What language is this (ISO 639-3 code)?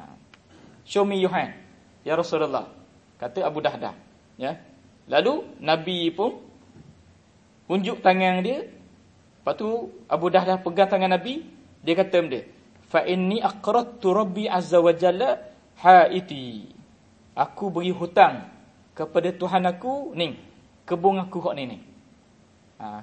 msa